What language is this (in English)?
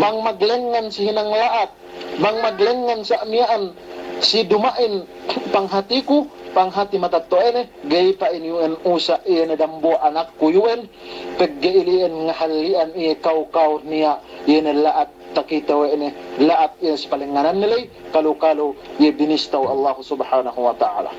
Yakan